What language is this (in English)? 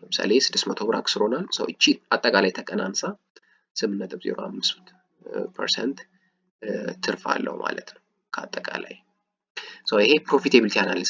Amharic